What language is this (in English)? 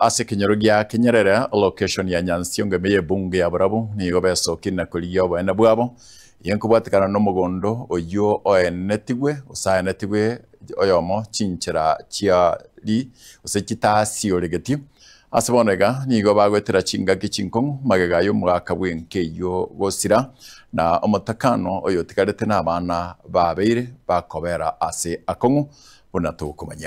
Gusii